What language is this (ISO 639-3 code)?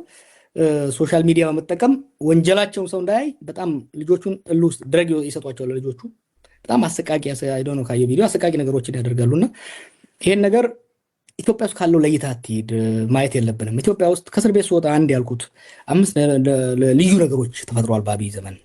amh